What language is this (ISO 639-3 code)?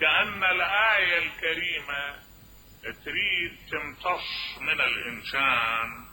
acm